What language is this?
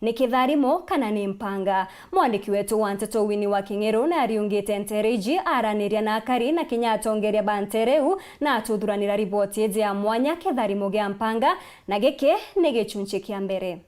Meru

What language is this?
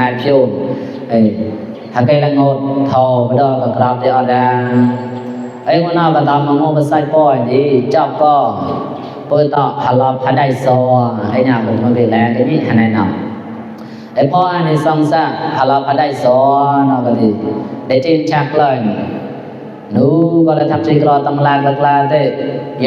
Mon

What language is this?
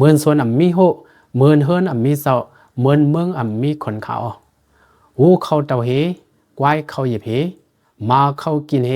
Lao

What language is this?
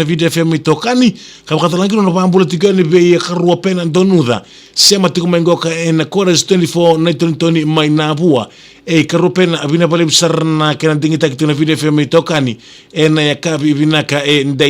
Fijian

